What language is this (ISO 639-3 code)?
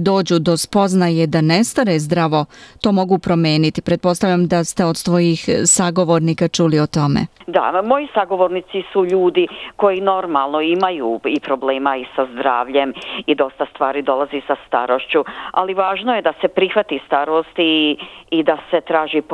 hrv